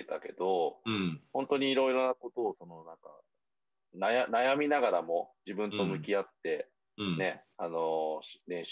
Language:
Japanese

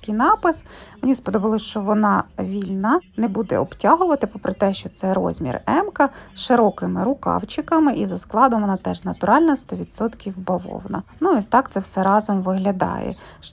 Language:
Ukrainian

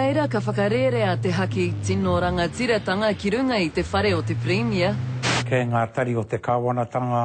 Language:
Māori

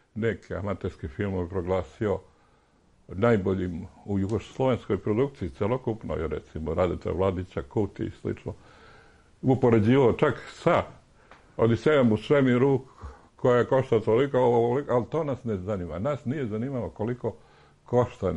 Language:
Serbian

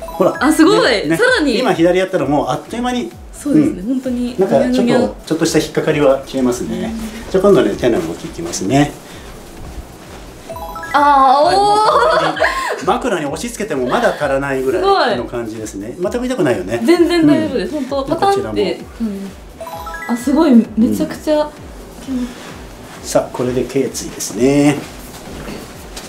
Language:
Japanese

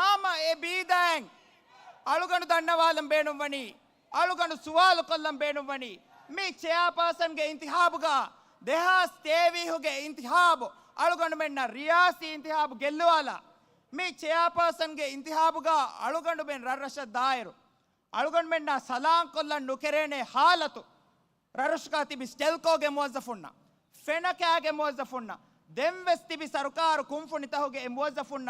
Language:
Divehi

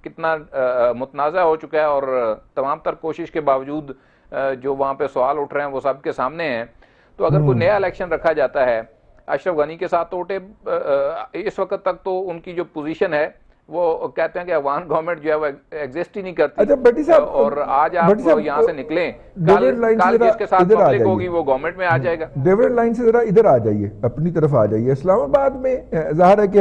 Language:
Urdu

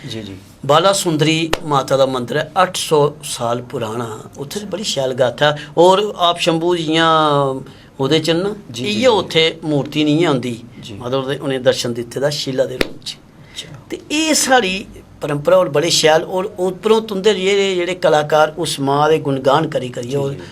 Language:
Dogri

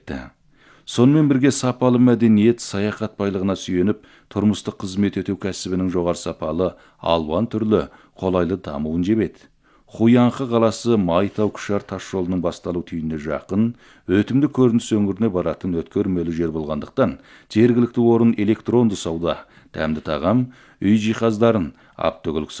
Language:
Kazakh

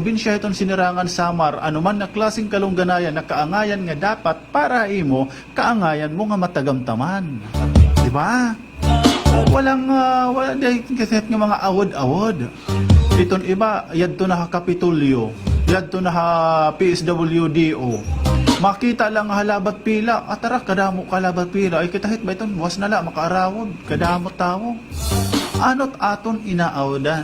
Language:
Waray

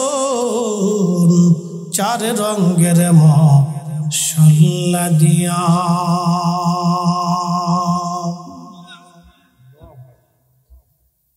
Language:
Bangla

